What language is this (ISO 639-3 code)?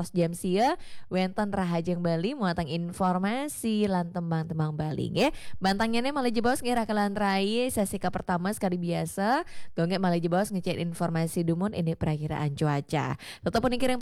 ban